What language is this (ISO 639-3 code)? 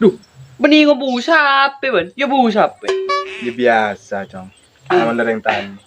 mad